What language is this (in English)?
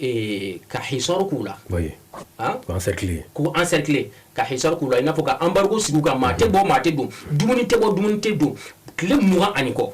Bambara